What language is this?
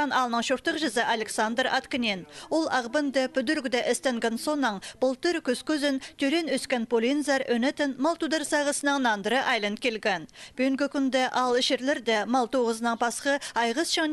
Khakas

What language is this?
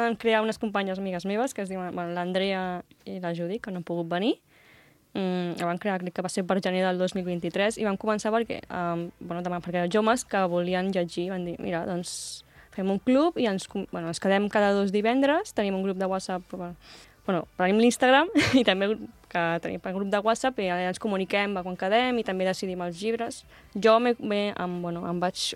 Catalan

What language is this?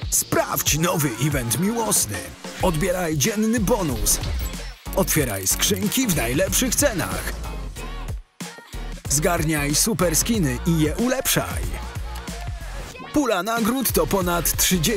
Polish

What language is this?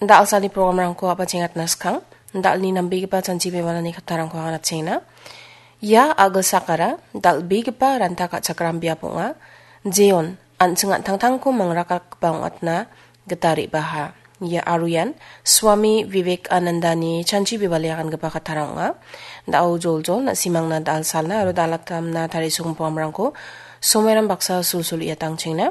Garo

